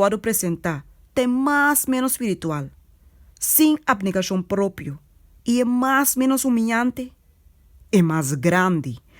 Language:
Papiamento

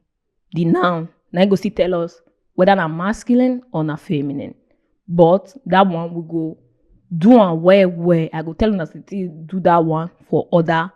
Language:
Nigerian Pidgin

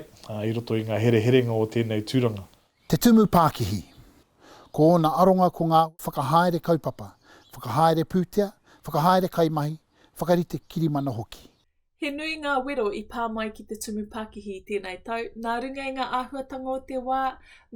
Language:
Māori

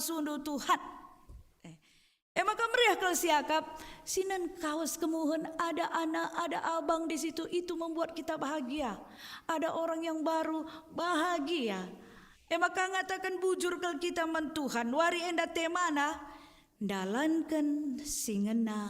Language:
Batak Karo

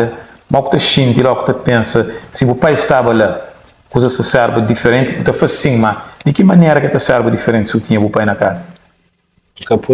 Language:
Kabuverdianu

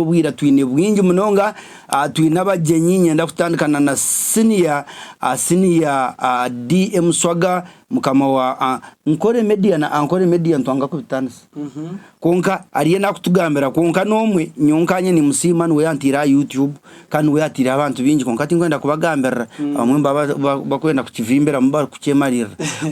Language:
Nyankole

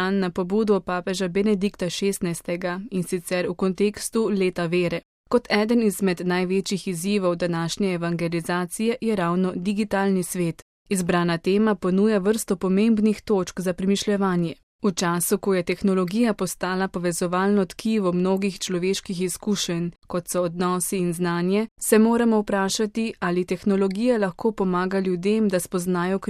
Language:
Slovenian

